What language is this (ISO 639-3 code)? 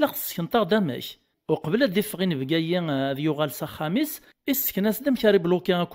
kab